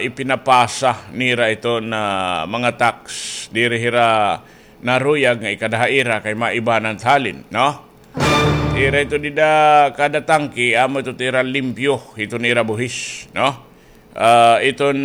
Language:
Waray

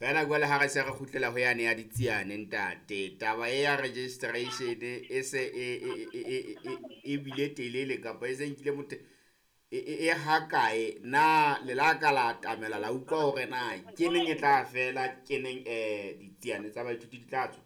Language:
Southern Sotho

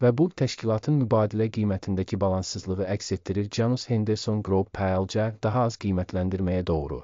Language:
Azerbaijani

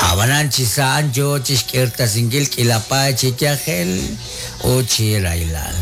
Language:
Kekchí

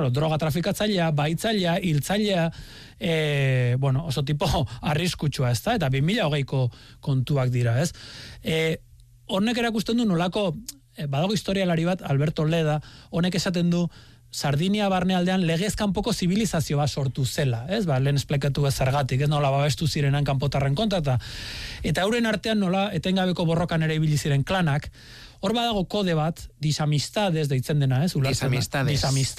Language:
Basque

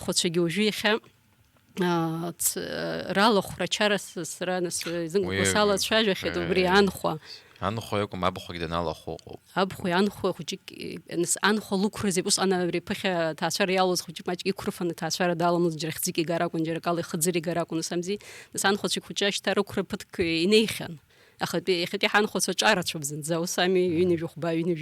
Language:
Abkhazian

